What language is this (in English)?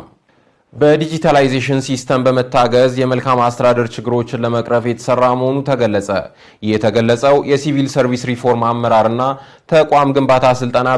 Amharic